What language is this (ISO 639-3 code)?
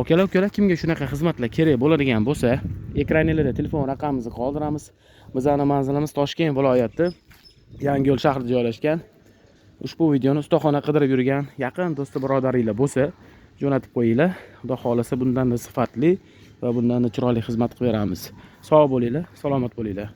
uzb